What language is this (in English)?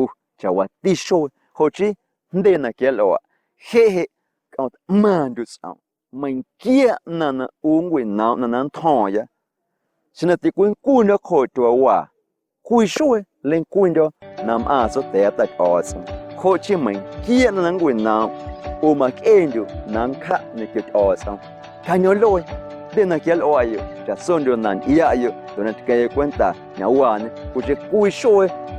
Guerrero Amuzgo